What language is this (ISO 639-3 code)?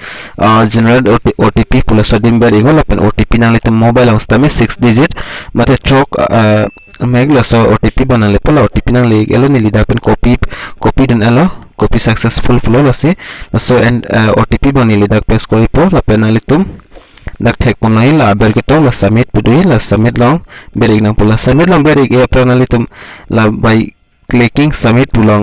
mjw